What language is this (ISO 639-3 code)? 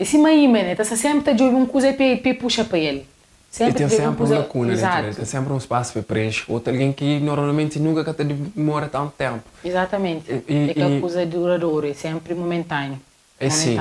kea